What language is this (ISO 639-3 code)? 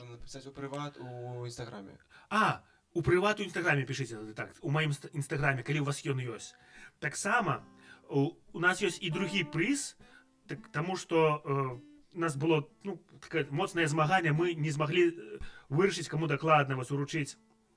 bel